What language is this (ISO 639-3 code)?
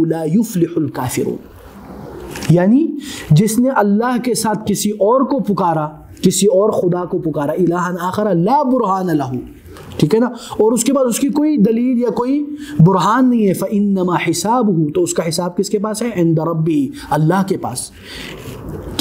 urd